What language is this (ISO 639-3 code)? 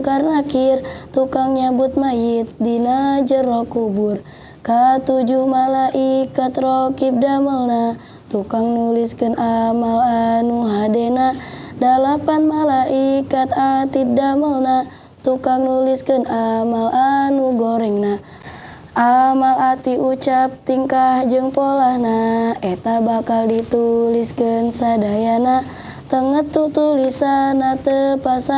sun